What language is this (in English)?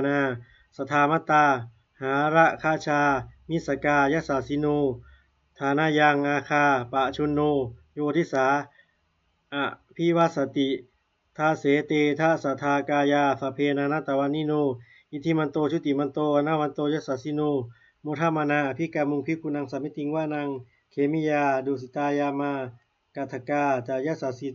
Pali